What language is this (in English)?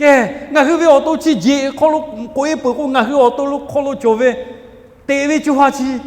Lahu